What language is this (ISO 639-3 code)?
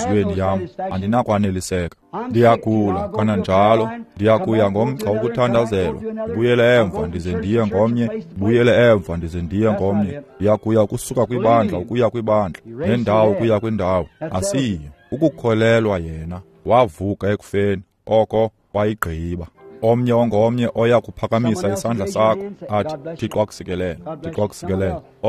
xho